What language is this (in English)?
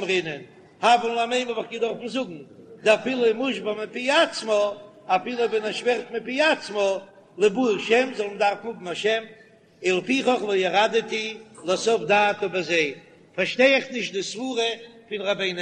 Yiddish